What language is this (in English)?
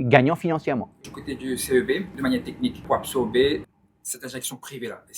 Morisyen